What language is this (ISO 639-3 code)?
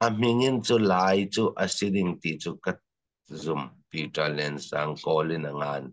cfm